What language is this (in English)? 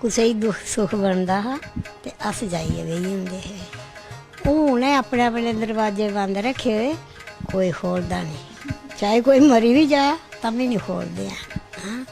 Dogri